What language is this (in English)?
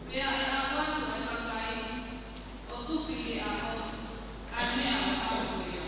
Tongan